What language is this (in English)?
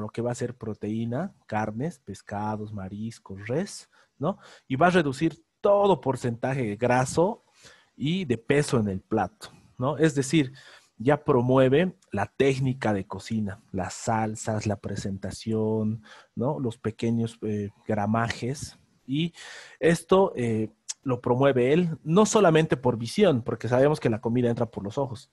Spanish